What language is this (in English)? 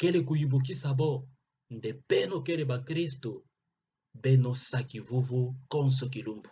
Kituba (Democratic Republic of Congo)